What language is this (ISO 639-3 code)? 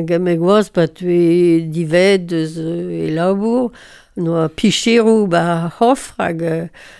bre